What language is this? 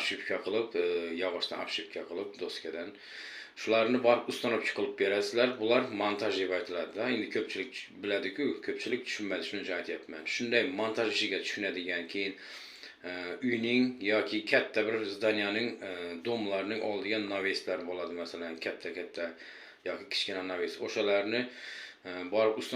Uzbek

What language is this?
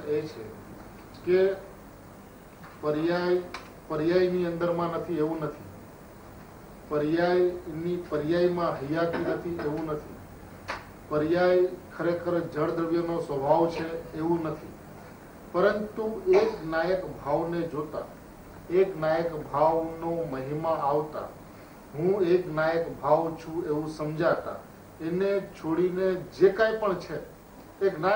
Gujarati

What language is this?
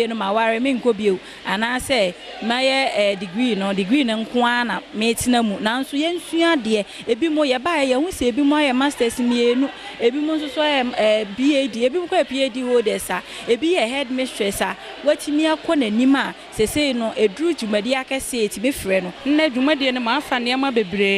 Akan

